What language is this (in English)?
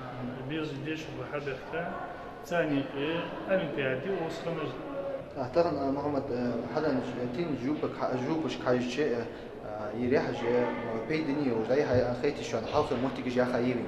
Ingush